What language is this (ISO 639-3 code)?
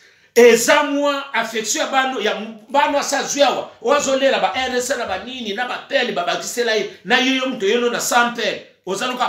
lin